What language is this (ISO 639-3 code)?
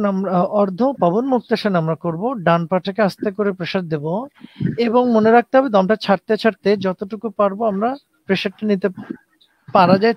ben